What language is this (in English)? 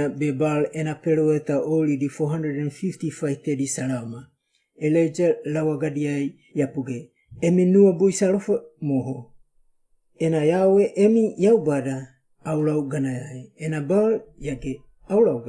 Wagawaga